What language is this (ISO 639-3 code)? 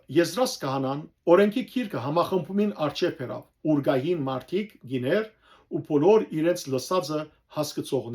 hyw